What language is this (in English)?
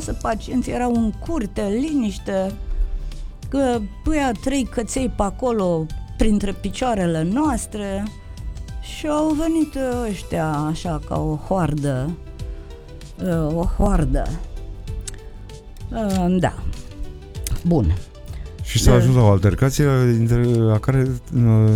Romanian